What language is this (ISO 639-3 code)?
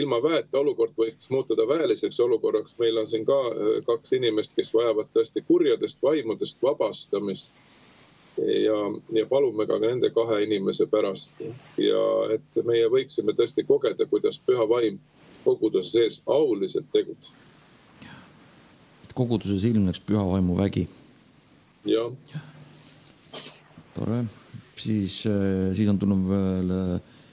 est